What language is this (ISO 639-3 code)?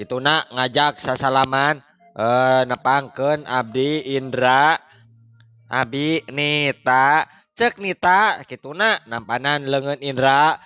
sun